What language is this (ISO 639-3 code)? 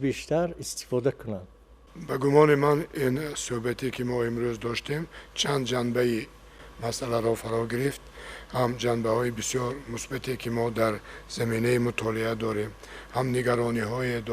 tgk